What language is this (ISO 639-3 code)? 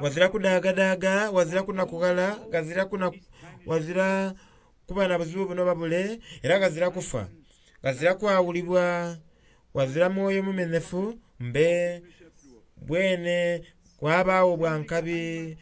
xog